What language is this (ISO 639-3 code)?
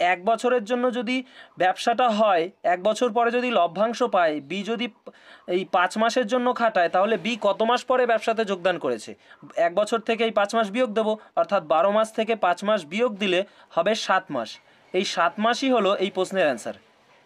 ben